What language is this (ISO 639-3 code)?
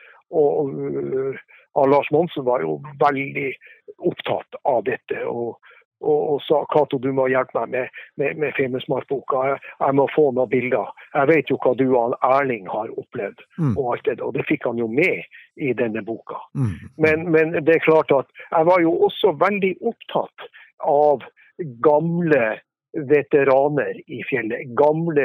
nor